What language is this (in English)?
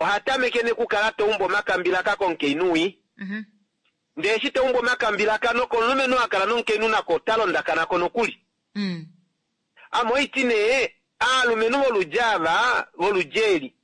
Kuanyama